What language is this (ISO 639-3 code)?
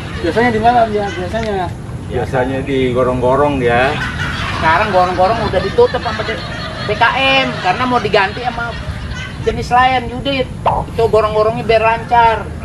bew